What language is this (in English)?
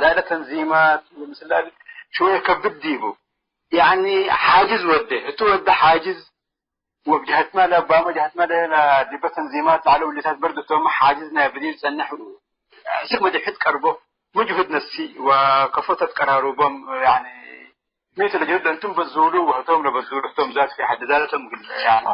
Tigre